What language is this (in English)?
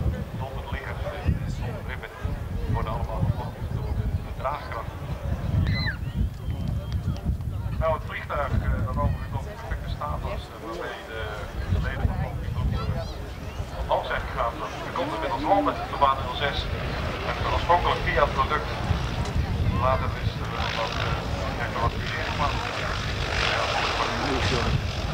Dutch